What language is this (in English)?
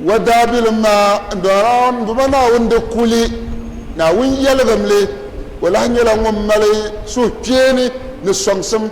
Dagbani